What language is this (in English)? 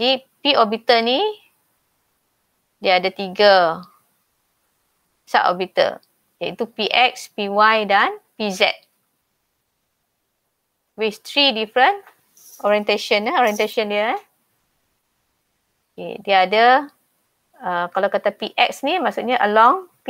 Malay